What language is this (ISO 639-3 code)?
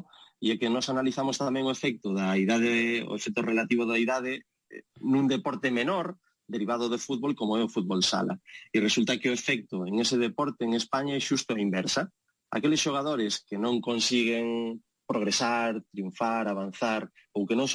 glg